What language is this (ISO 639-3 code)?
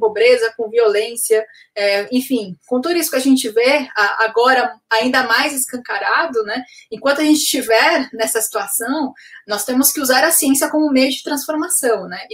por